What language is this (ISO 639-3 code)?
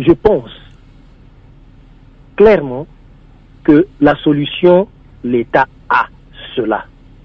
fra